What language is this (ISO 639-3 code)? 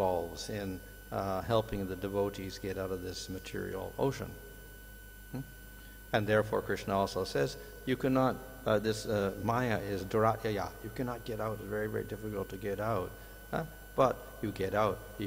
eng